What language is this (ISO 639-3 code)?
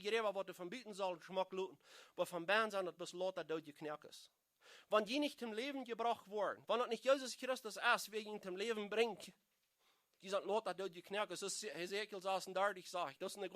pdt